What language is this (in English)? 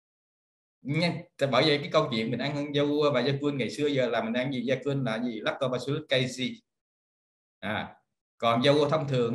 Vietnamese